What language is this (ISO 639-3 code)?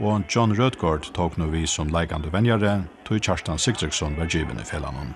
fao